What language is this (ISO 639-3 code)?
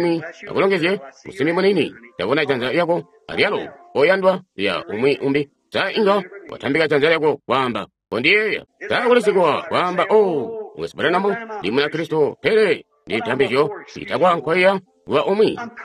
toi